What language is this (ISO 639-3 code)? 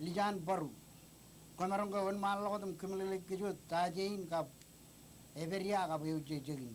mah